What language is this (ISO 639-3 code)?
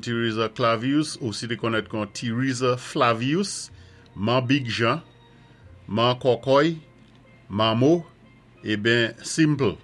acf